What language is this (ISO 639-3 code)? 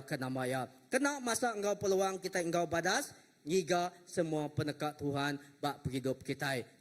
iba